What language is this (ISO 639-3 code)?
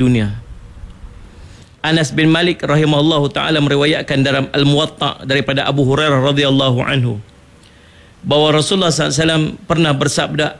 msa